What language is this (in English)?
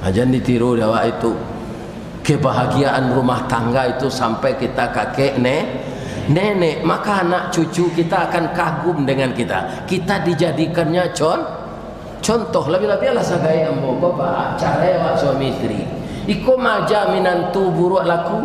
Minangkabau